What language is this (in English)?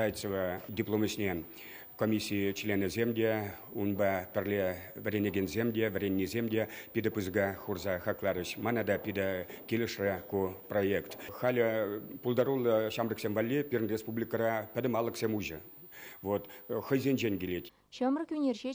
Chuvash